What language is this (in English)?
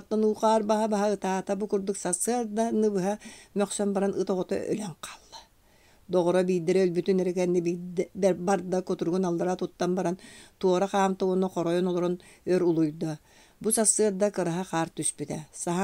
Yakut